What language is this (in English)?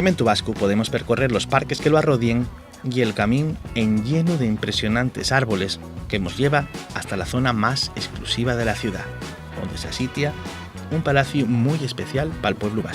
Asturian